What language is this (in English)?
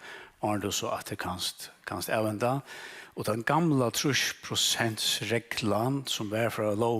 Faroese